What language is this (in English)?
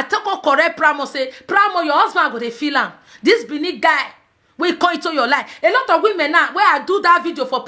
Nigerian Pidgin